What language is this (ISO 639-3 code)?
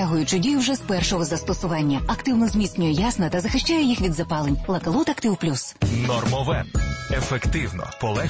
ukr